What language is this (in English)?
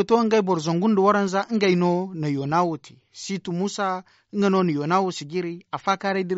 Zarma